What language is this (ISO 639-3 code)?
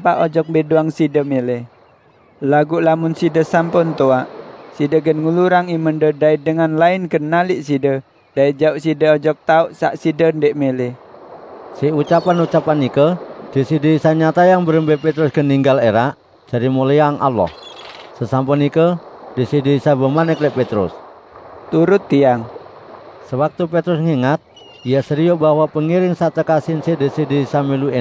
sas